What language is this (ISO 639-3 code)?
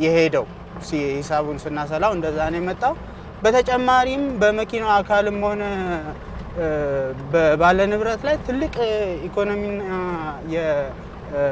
amh